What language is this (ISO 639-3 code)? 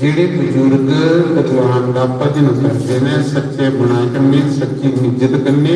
doi